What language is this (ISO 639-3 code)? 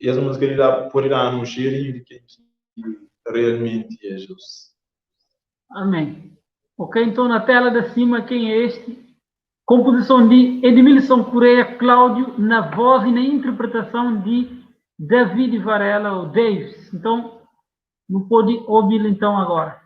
kea